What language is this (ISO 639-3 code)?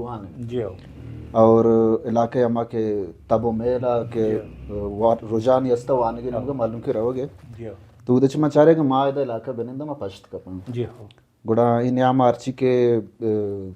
bal